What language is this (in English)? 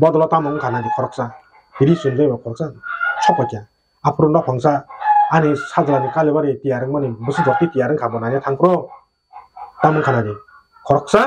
Kok Borok